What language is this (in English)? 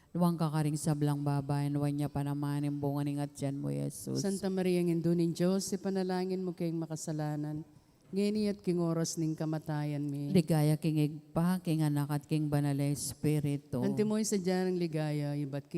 Pampanga